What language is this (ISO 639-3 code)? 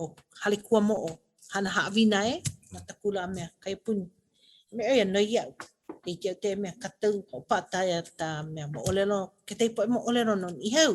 haw